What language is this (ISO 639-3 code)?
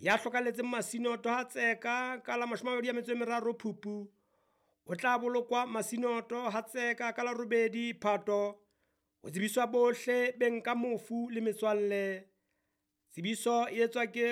sot